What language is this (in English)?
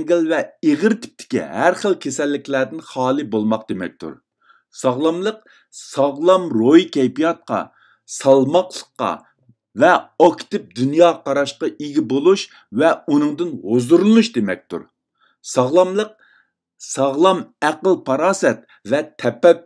Uyghur